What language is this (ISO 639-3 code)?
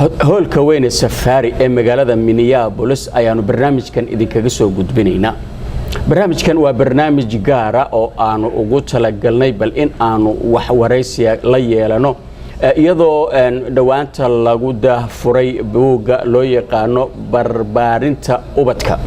som